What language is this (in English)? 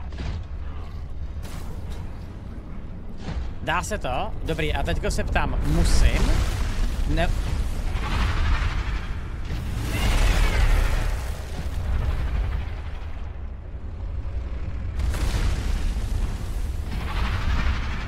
Czech